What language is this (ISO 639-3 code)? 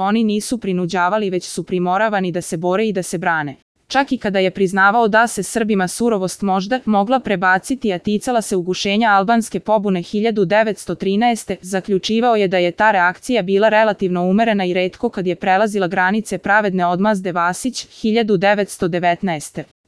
srp